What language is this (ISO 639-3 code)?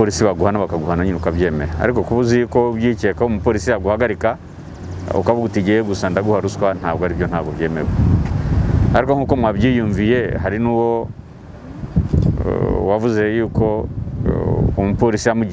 kin